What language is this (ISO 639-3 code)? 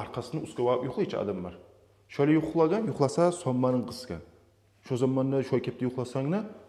kum